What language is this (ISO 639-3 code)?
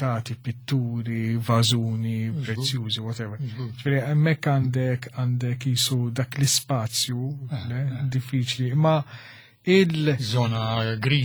mlt